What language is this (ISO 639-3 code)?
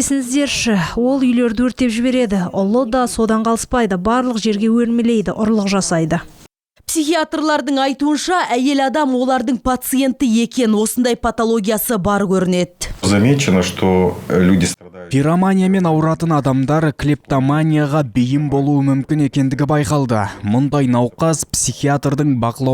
kaz